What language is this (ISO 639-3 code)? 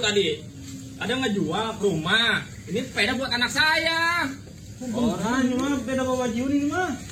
bew